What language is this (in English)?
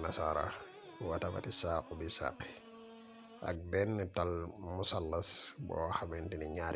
Wolof